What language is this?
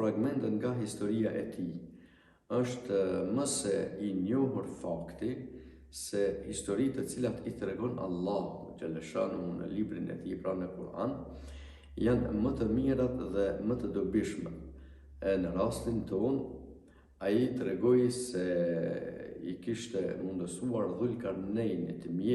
Albanian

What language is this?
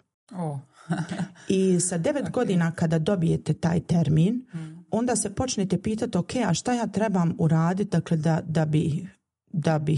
Bosnian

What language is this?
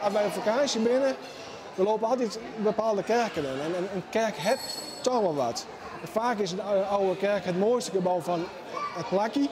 Western Frisian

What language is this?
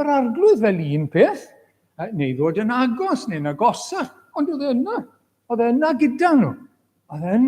Welsh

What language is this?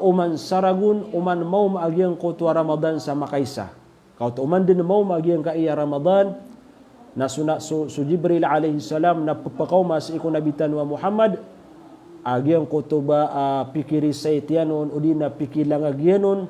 Maranao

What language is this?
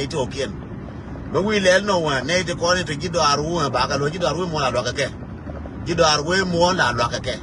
Nuer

